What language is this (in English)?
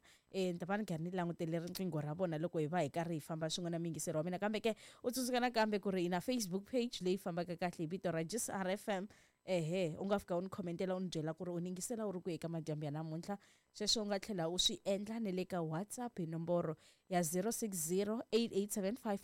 Tsonga